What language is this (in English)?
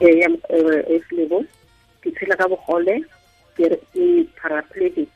Tswana